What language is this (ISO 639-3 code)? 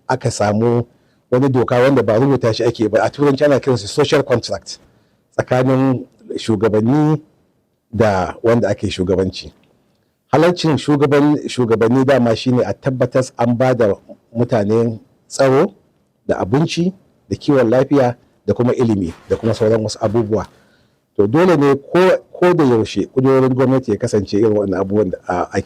hau